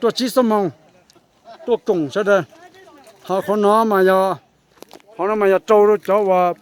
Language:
Hmong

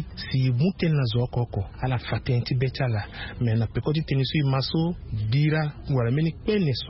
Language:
Sango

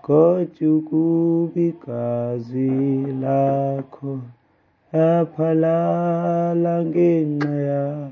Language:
Xhosa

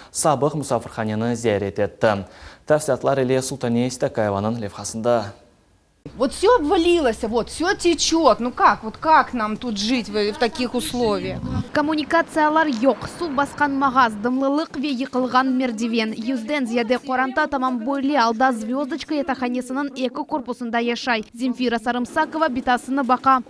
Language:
Crimean Tatar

